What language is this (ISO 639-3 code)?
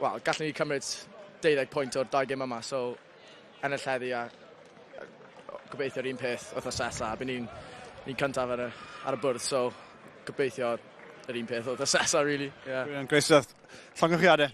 cym